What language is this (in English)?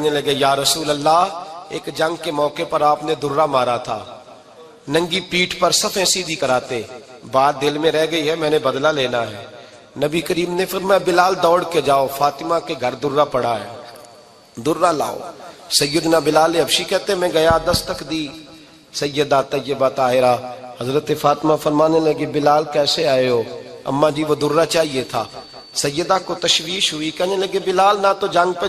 Urdu